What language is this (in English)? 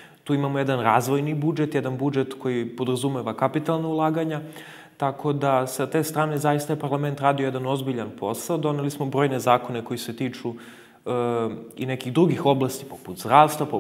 Serbian